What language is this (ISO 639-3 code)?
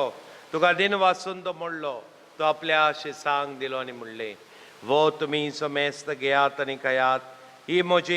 kok